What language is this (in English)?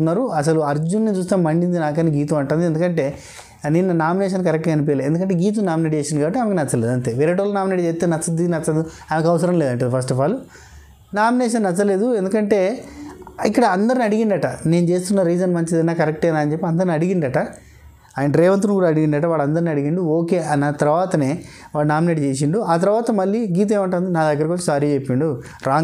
Telugu